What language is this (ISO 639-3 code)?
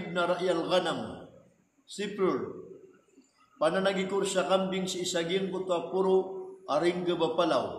mrw